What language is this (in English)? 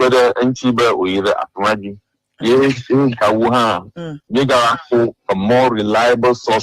Ewe